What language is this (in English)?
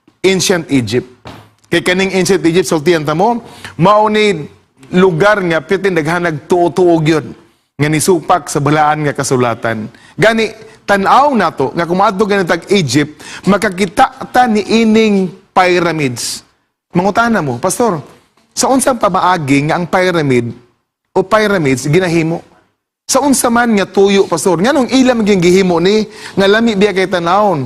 Cebuano